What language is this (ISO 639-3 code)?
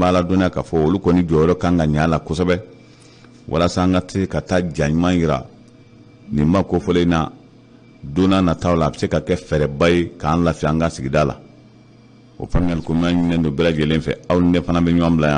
bam